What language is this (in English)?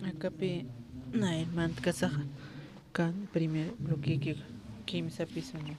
Aymara